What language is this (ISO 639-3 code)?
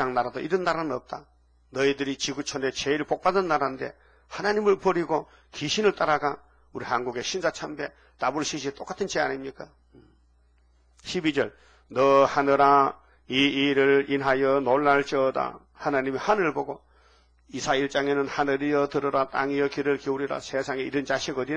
kor